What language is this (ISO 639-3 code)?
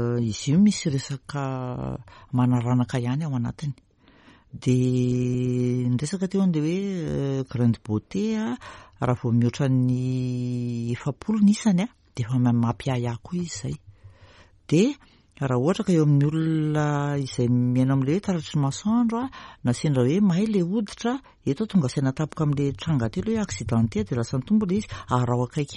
mlg